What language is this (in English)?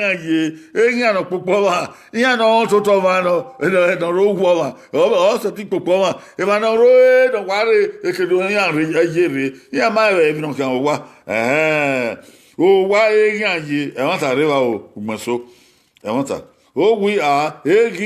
Bini